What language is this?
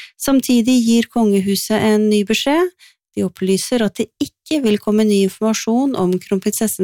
Norwegian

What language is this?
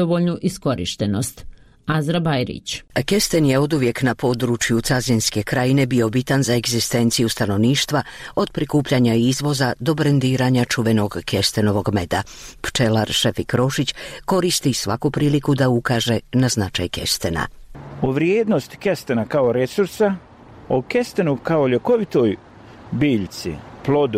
Croatian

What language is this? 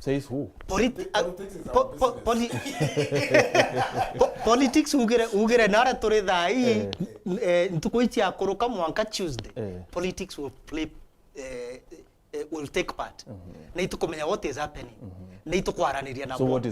Meru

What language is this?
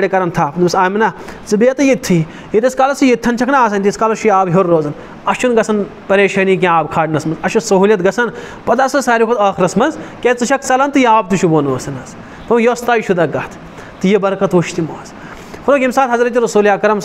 Kashmiri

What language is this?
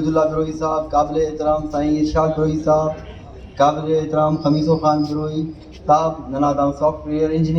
Brahui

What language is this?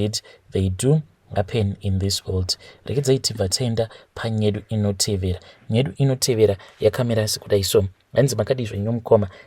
Shona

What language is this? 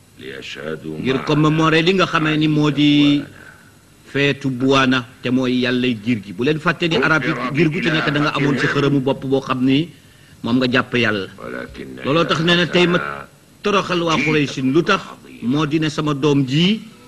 Wolof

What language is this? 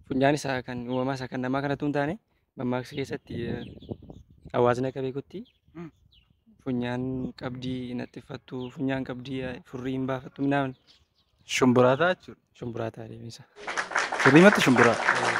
Oromo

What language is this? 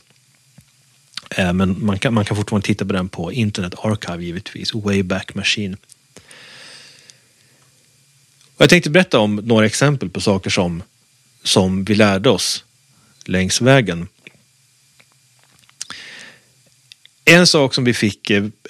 Swedish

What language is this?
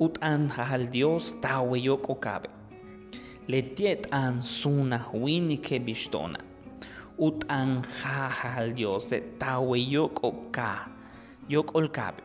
Yucateco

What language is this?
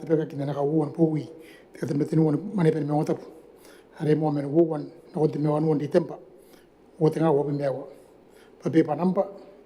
Gilbertese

